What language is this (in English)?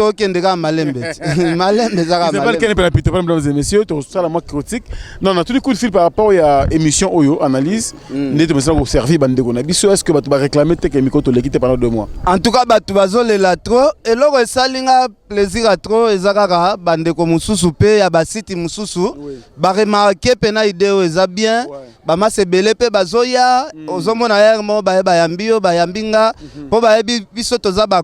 Lingala